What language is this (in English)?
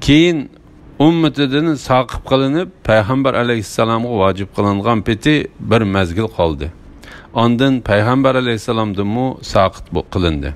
Uyghur